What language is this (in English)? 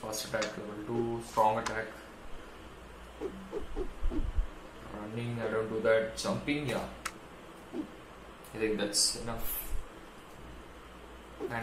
English